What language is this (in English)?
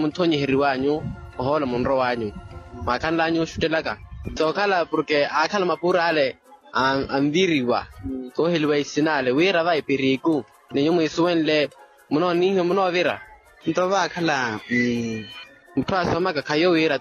Makhuwa